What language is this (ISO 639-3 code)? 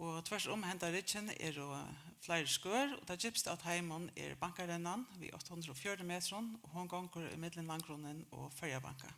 fao